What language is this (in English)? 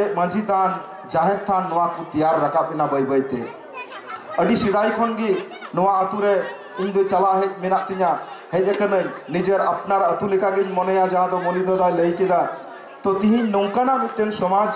Santali